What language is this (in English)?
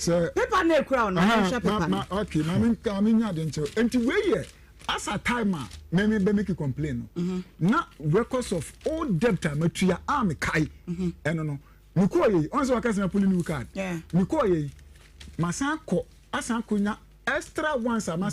Akan